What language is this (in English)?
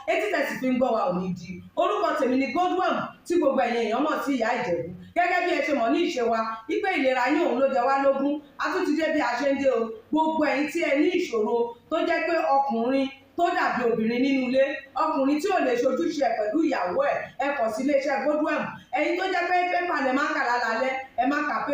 Yoruba